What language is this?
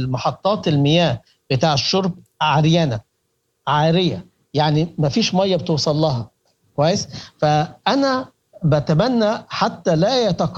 Sudanese Arabic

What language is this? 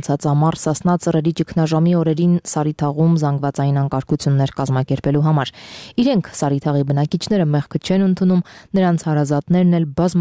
Armenian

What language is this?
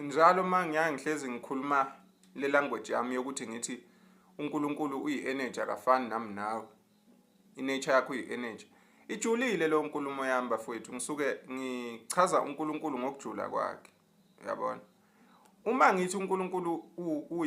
Zulu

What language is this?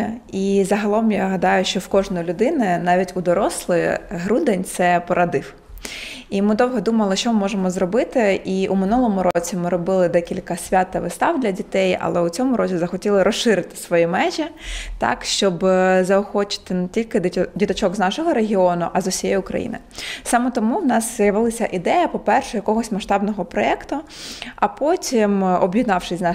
Ukrainian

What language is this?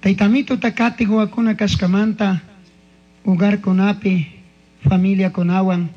Chimborazo Highland Quichua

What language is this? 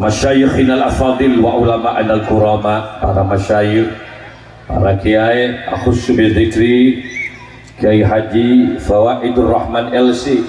Madurese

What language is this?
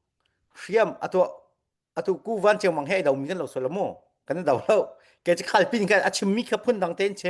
Hakha Chin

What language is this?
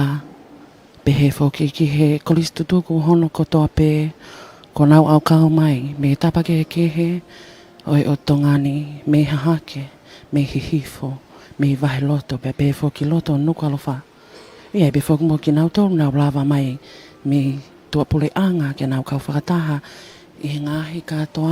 Tongan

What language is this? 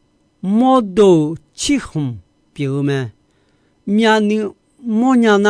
Akha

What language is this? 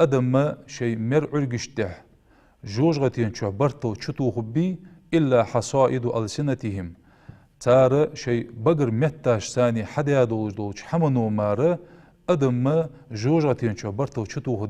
Ingush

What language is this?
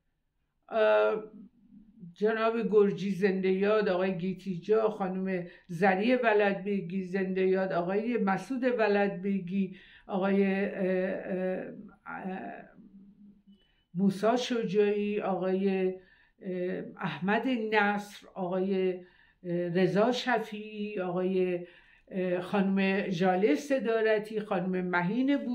Persian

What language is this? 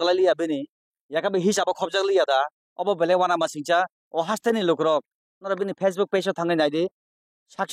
Kok Borok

